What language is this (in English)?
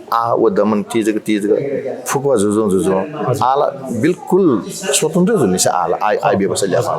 Newari